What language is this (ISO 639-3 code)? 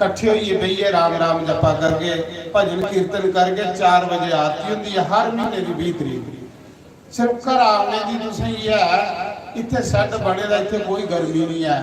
doi